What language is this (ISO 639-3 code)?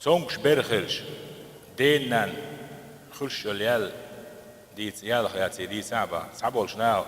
che